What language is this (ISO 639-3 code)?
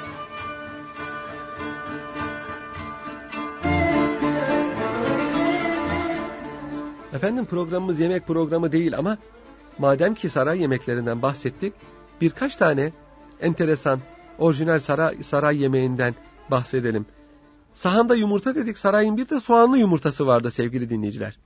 tur